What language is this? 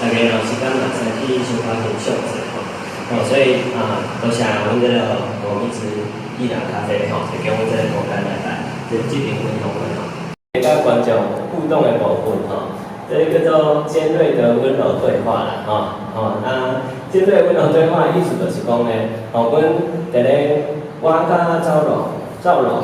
Min Nan Chinese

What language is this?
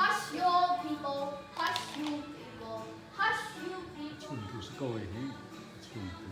Hakha Chin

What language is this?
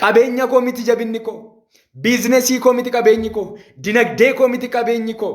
Oromo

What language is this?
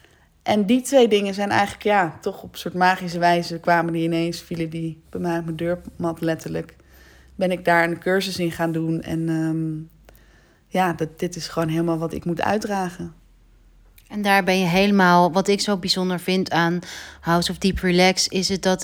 Dutch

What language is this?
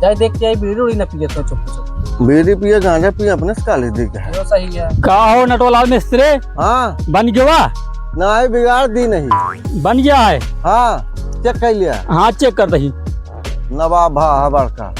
Awadhi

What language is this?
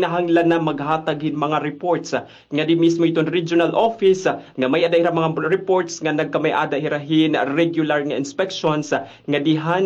Waray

